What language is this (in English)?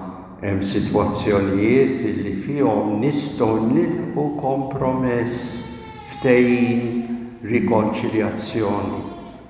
Maltese